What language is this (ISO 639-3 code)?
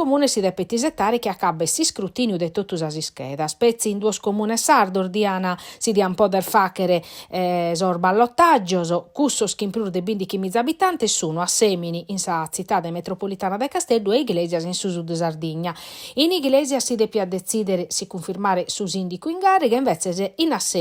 srd